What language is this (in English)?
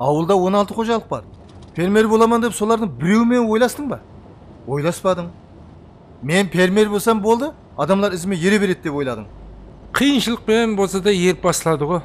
Kara-Kalpak